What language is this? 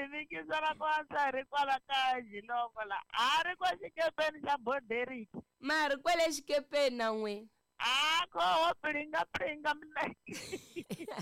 Tsonga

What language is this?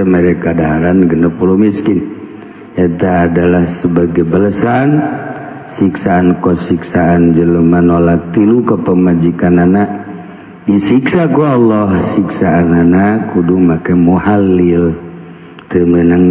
Sundanese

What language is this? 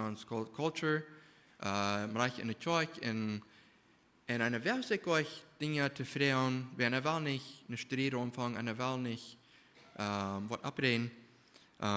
Plautdietsch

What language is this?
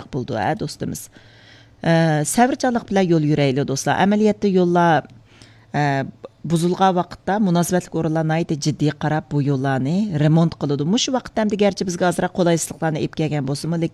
Uyghur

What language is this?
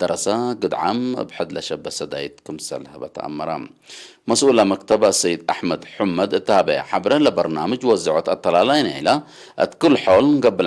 Tigre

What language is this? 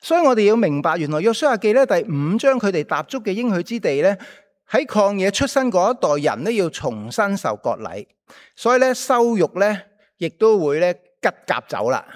Cantonese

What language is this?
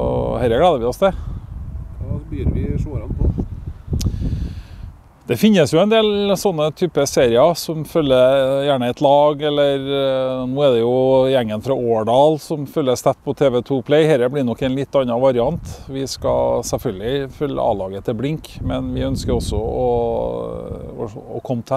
Norwegian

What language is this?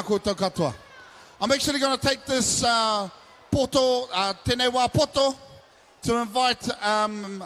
Māori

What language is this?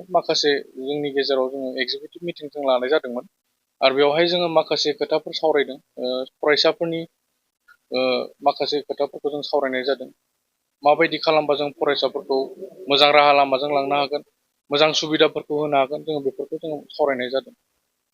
Bodo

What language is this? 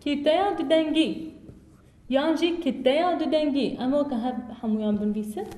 Kurdish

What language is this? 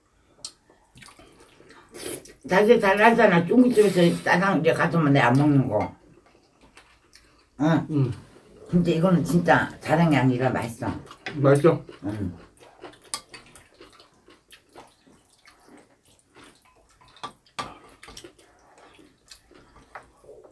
Korean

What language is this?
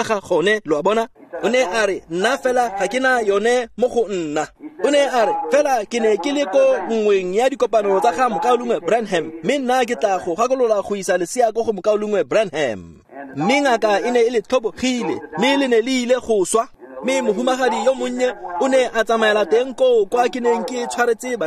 Tswana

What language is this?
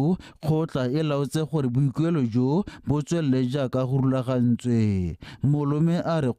Tswana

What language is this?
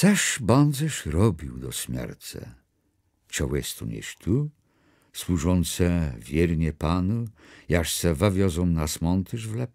Kashubian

